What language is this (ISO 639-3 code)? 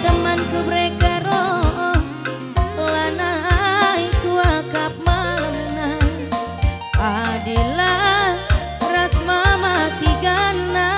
btx